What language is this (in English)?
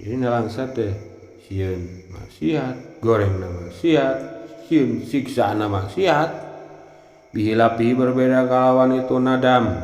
Sundanese